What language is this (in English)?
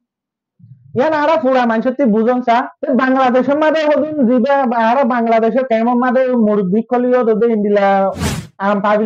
Rohingya